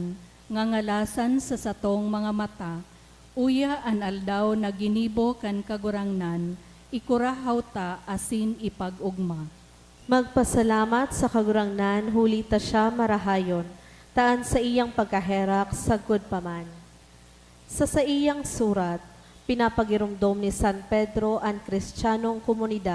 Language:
Bikol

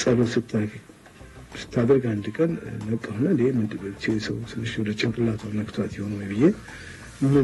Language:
Amharic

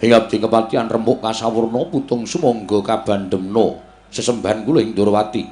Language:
Javanese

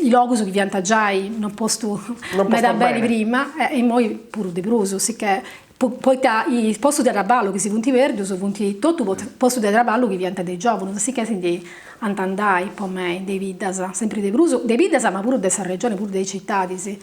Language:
Sardinian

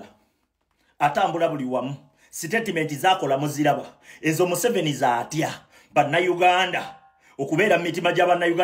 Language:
Ganda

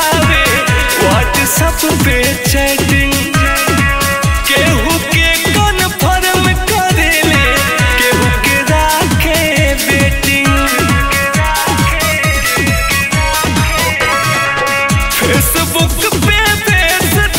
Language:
Bhojpuri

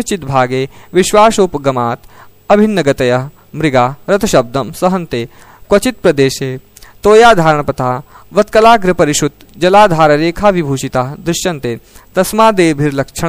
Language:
Sanskrit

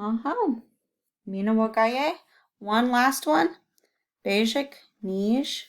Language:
Chippewa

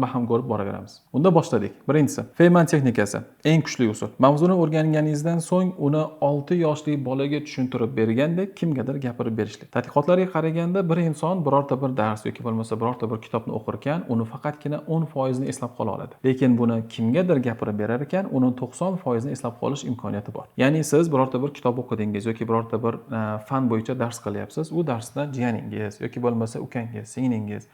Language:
Uzbek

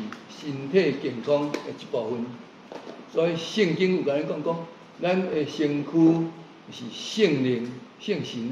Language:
Min Nan Chinese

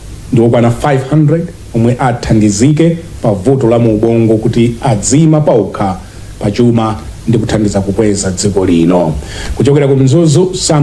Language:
Nyanja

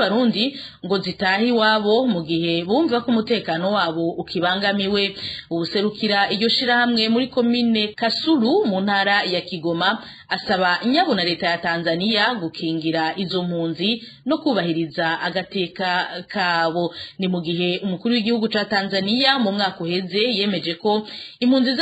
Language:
Rundi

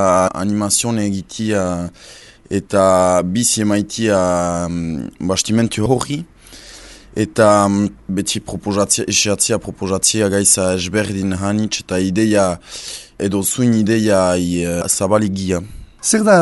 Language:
Basque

